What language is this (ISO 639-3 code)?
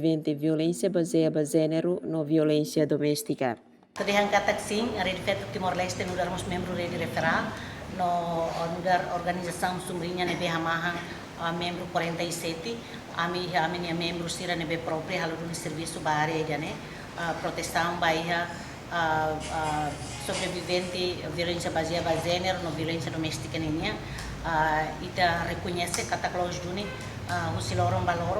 tet